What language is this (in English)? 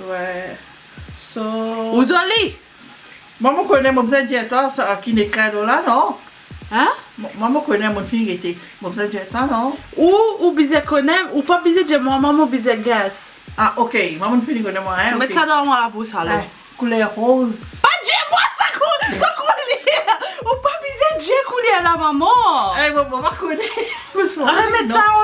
Morisyen